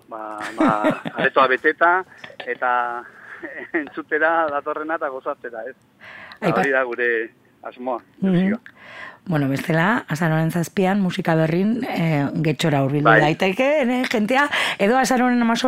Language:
Basque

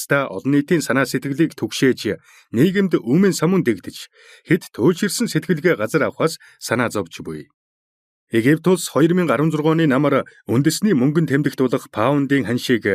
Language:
Mongolian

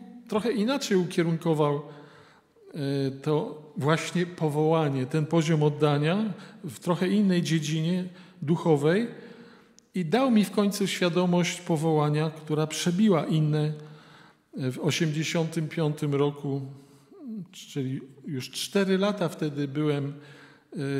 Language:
Polish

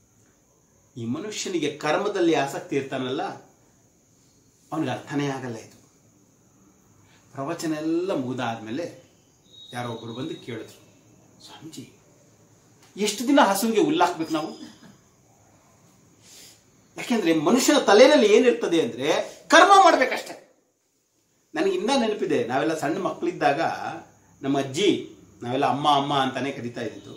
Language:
Kannada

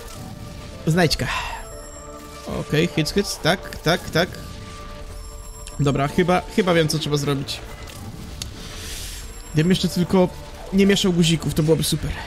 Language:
Polish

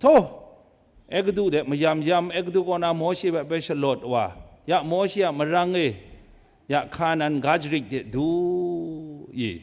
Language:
Kachin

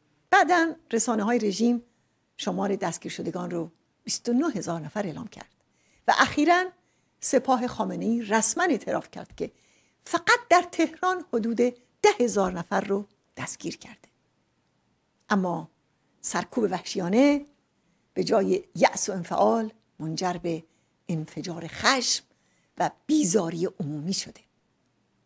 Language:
Persian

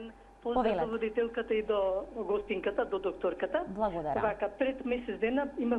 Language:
Macedonian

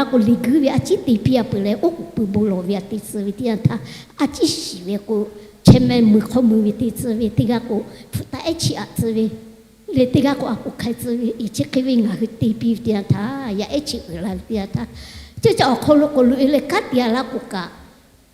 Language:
Lahu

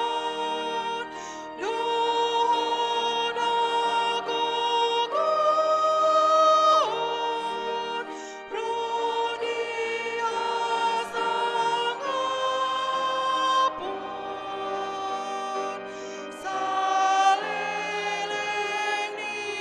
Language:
Batak Toba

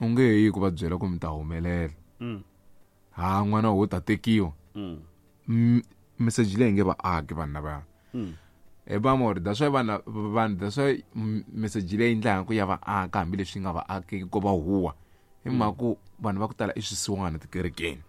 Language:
Tsonga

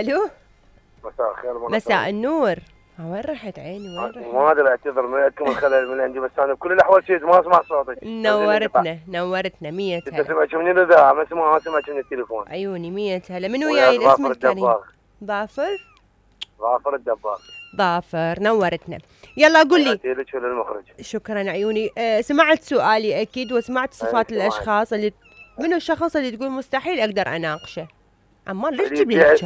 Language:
Mesopotamian Arabic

